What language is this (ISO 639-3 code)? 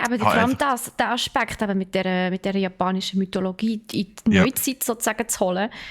gsw